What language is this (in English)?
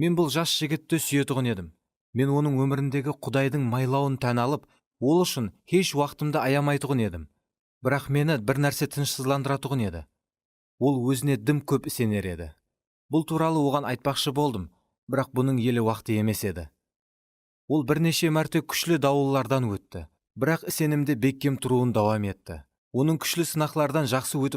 Kara-Kalpak